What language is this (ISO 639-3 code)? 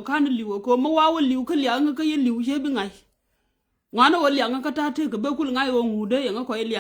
nus